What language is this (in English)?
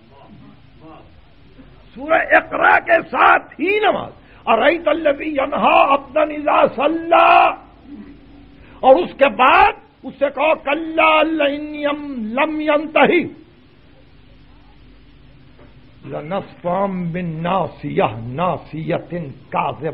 Urdu